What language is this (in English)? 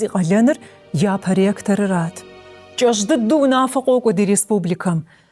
Kabardian